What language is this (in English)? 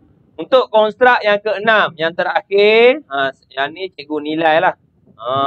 Malay